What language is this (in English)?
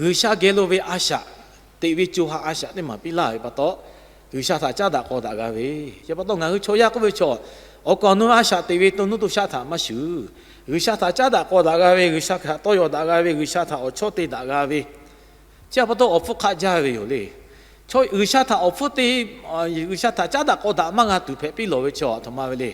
Lahu